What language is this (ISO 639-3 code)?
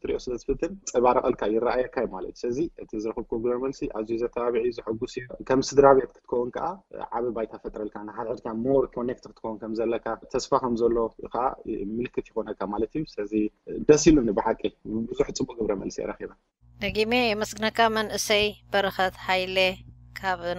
tir